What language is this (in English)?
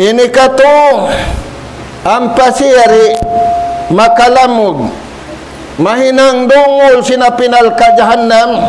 Tausug